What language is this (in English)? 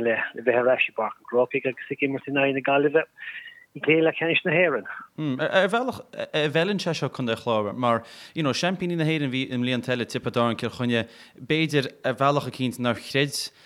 Irish